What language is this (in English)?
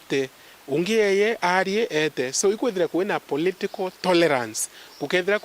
Meru